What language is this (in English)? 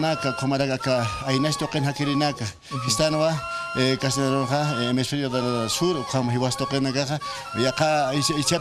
Aymara